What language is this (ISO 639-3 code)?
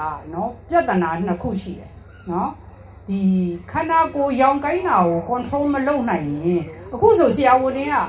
mya